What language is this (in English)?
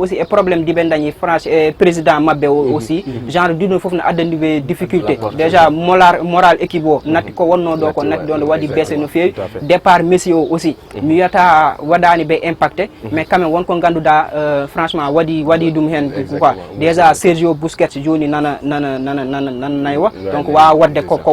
Fula